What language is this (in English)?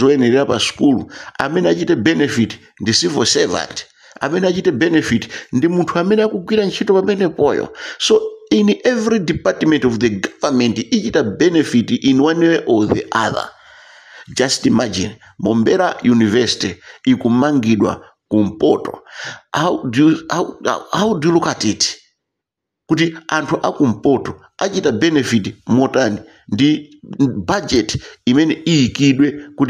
Nyanja